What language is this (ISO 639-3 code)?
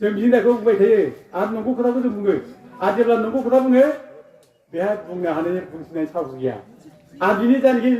brx